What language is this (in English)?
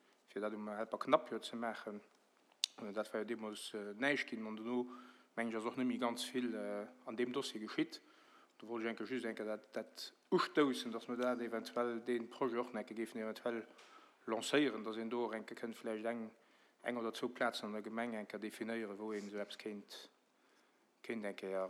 Luxembourgish